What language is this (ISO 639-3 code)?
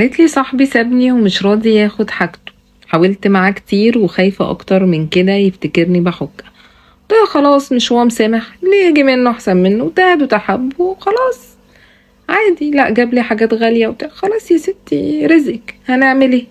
arz